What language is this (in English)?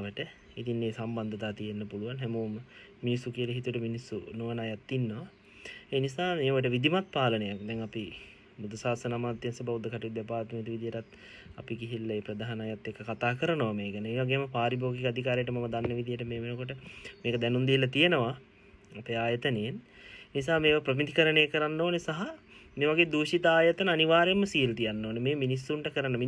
Sinhala